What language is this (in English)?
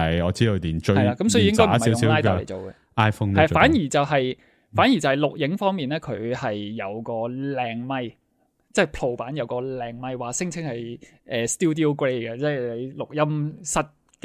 Cantonese